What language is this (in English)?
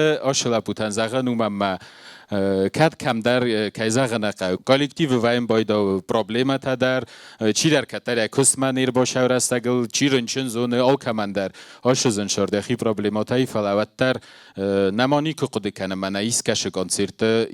Ossetic